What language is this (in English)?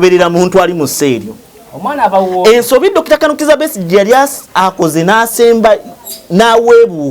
Ganda